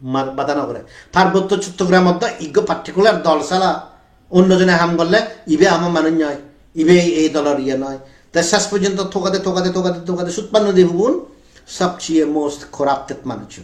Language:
Chakma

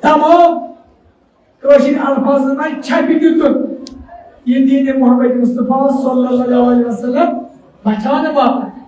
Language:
Kashmiri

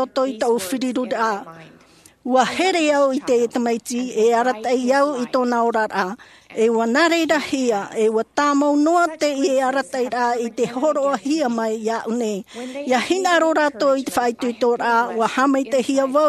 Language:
Tahitian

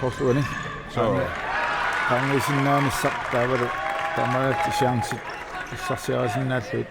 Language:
Kalaallisut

